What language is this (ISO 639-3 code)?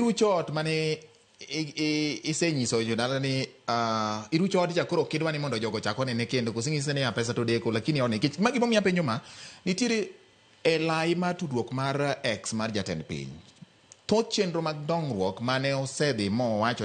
luo